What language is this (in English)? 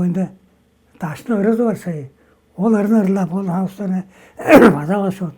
Tuvinian